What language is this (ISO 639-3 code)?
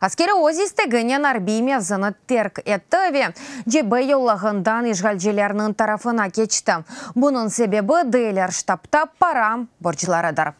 crh